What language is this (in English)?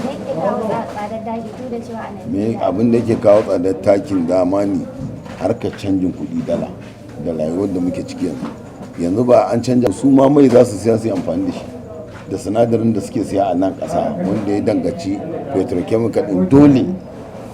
Hausa